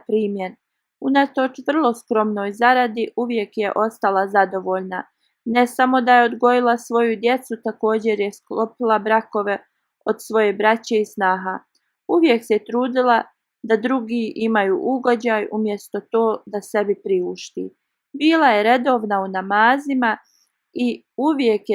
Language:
Bosnian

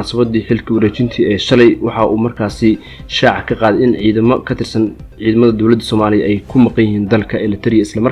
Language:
Somali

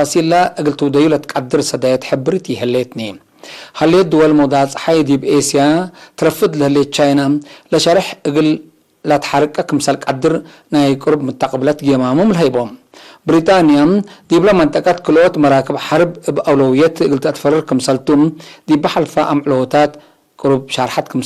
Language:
Tigre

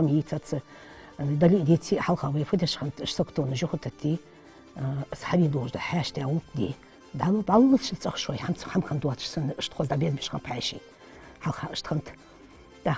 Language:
Ingush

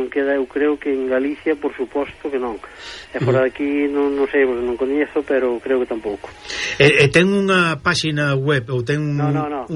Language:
Galician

